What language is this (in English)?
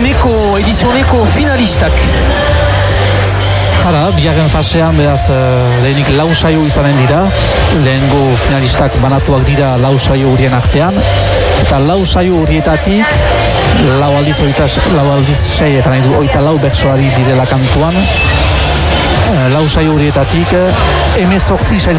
Basque